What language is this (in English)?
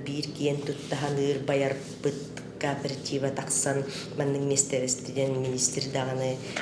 Yakut